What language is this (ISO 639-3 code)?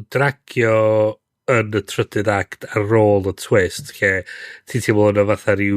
cym